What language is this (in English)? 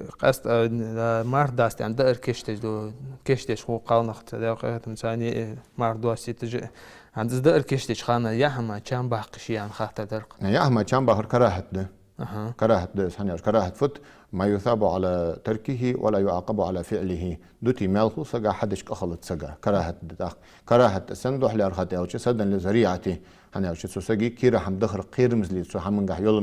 Ingush